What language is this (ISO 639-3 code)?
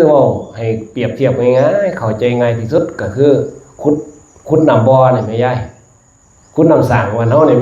tts